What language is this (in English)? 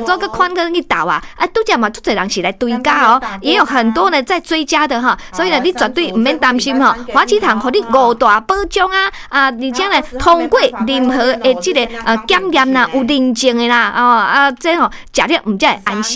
Min Nan Chinese